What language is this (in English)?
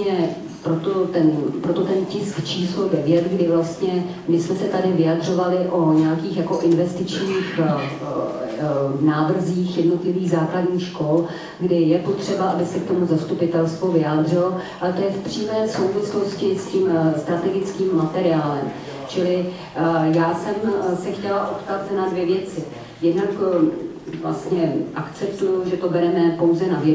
Czech